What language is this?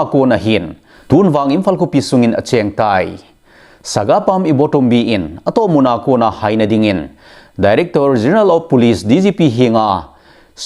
Thado Chin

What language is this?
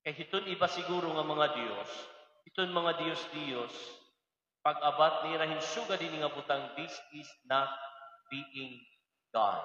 Waray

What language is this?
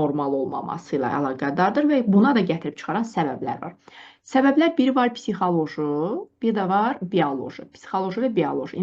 Azerbaijani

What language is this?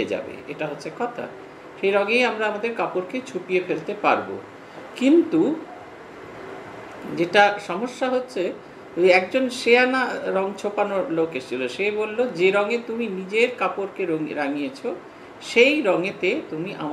Bangla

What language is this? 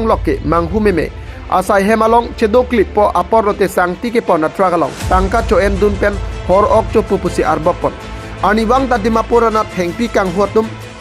Karbi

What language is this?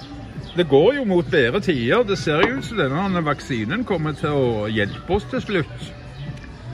Norwegian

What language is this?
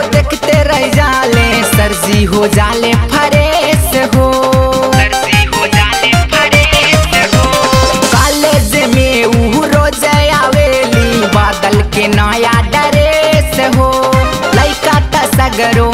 Bhojpuri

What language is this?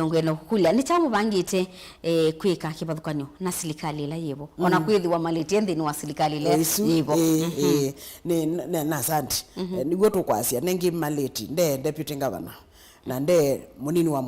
Kamba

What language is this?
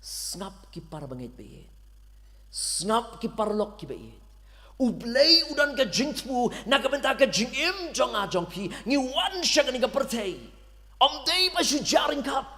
Khasi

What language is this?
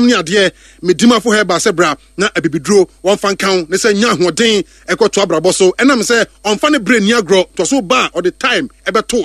Akan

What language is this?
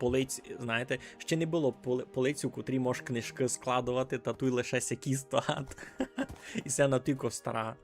Rusyn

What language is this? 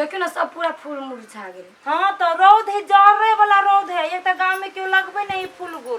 Maithili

